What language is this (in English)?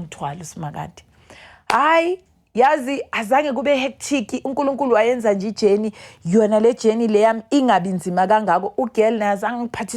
Zulu